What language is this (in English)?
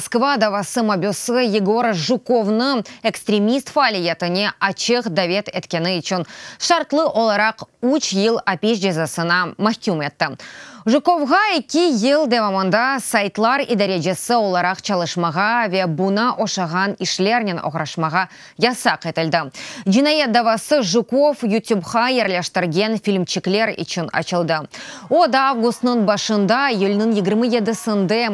Crimean Tatar